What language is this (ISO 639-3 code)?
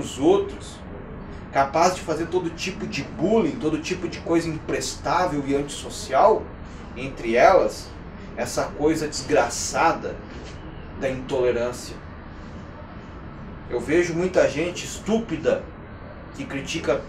por